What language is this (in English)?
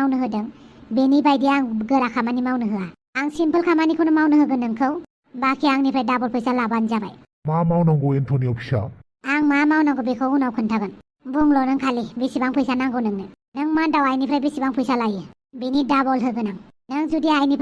Bodo